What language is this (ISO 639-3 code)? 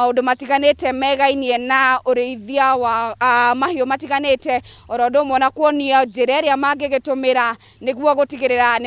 kik